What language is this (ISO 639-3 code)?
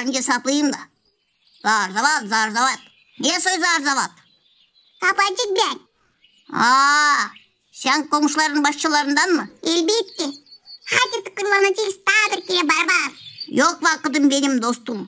gag